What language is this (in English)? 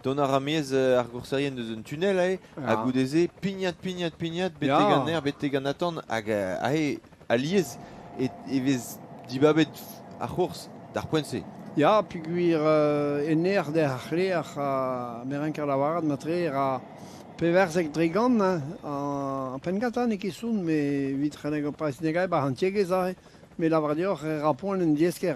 Breton